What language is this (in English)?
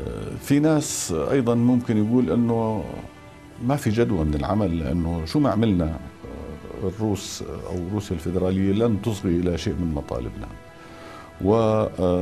North Levantine Arabic